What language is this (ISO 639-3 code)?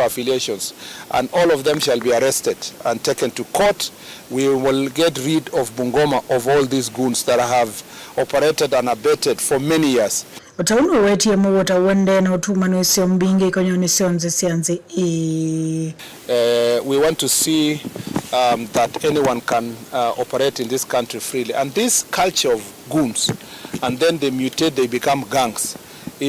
kam